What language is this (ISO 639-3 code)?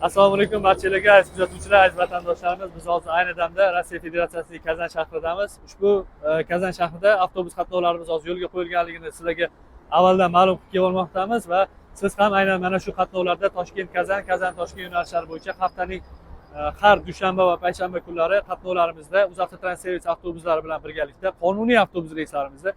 uzb